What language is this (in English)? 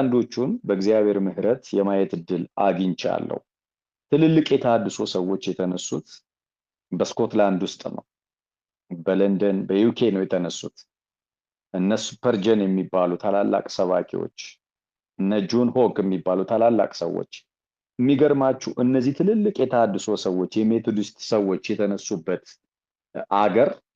Amharic